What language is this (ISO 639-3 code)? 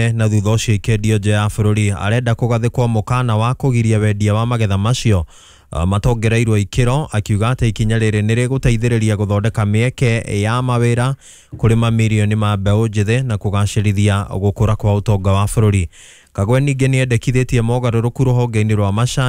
kik